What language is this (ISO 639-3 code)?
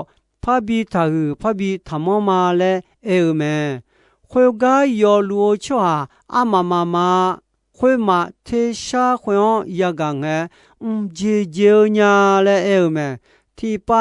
ahk